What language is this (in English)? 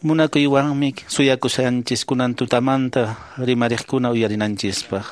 Quechua